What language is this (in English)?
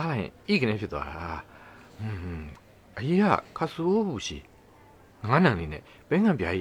Burmese